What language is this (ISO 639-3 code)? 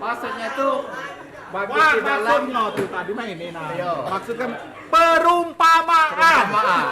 mui